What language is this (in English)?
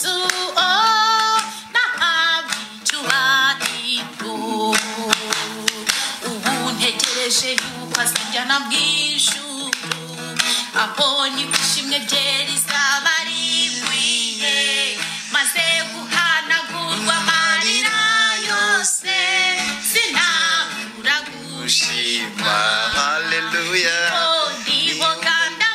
Kinyarwanda